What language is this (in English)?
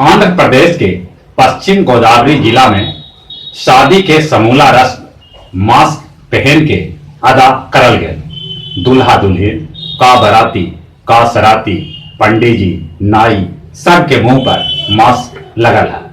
Magahi